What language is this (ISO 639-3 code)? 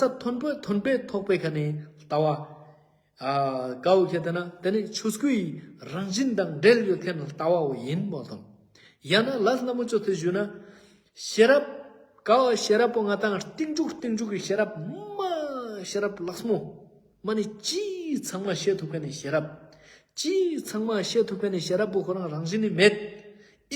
lbj